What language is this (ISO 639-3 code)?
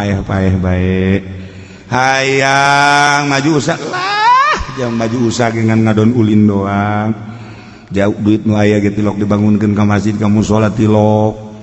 sun